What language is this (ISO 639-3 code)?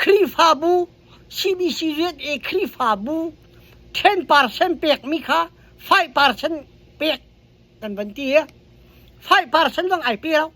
cnh